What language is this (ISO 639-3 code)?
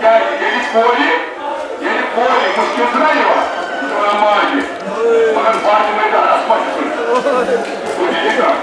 kas